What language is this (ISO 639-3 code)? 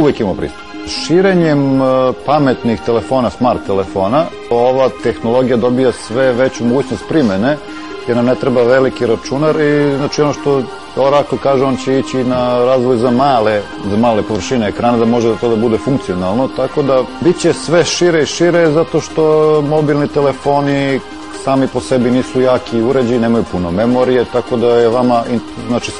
srp